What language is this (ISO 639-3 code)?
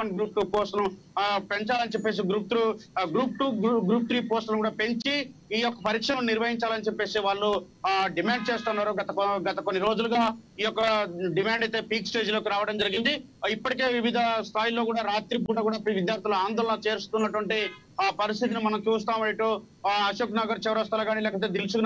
tel